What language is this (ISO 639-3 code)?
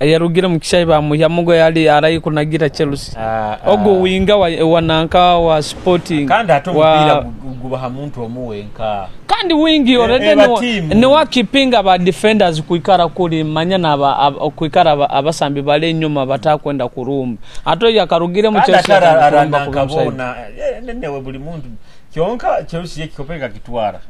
nyo